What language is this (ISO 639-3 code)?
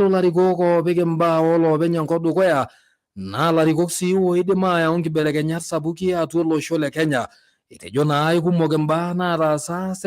mas